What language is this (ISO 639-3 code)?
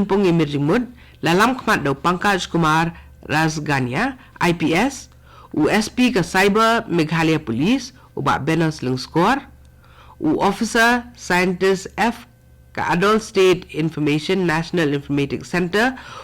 kha